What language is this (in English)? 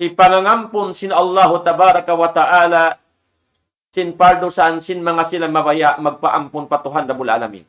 Tausug